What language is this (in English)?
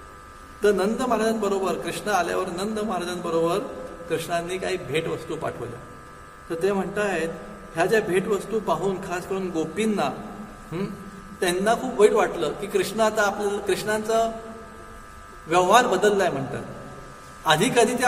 Marathi